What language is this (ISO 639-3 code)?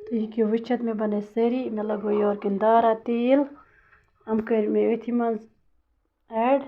kas